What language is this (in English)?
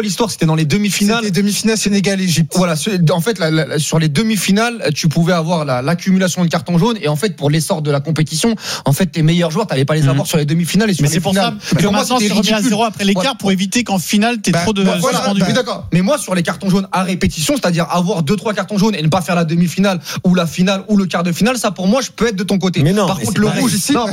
French